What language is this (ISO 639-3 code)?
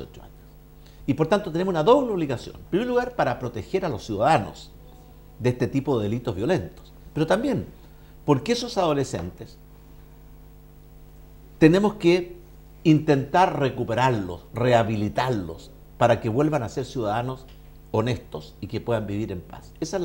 spa